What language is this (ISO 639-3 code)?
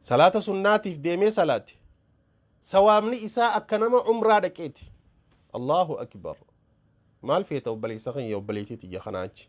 orm